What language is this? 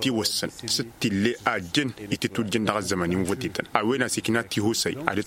Tamasheq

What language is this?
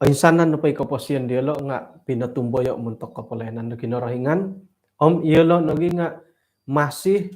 Central Dusun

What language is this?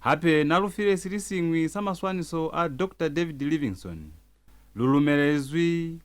Lozi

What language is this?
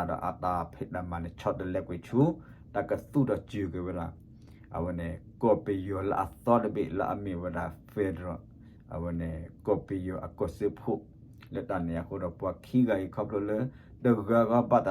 S'gaw Karen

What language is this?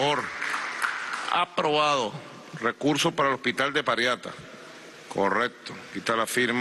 Spanish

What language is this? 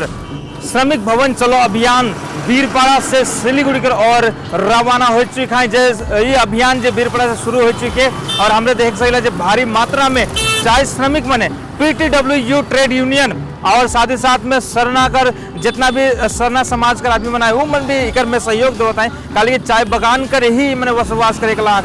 Sadri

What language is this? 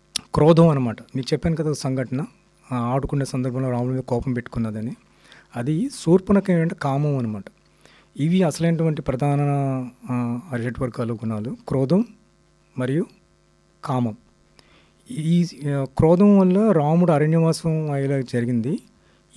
Telugu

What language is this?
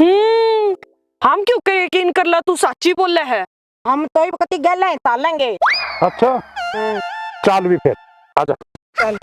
Haryanvi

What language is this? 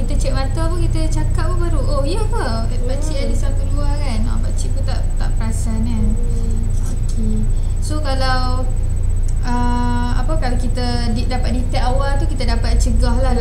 Malay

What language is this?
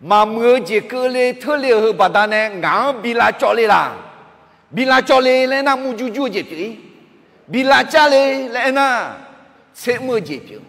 Akha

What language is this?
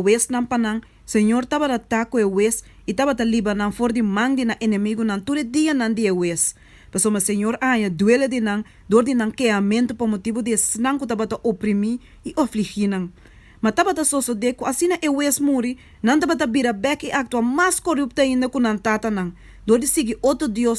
Papiamento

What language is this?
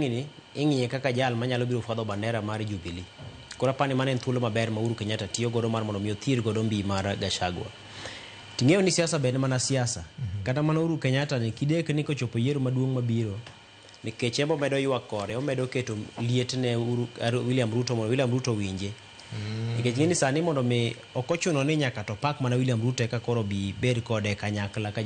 Luo (Kenya and Tanzania)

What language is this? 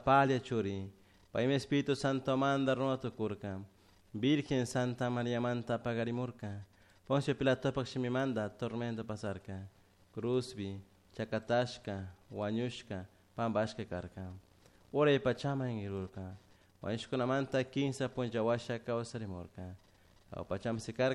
Chimborazo Highland Quichua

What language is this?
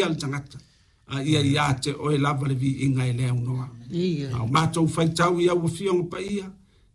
Samoan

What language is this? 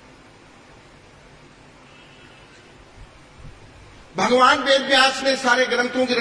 Hindi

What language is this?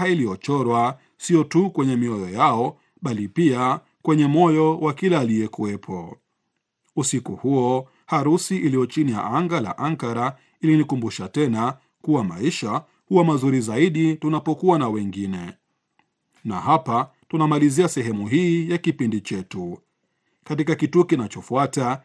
Swahili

